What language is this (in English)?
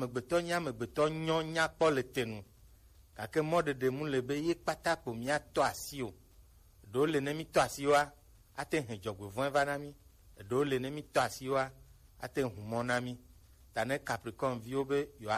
Gen